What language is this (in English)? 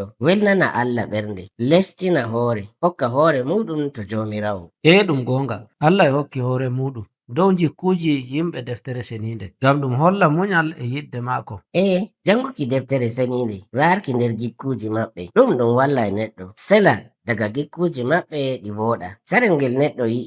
Nigerian Fulfulde